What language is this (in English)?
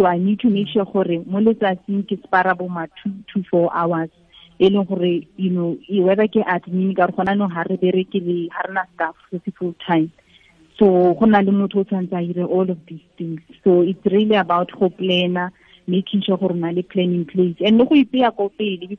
Tswana